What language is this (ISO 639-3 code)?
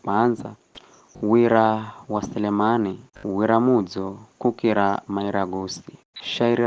nyf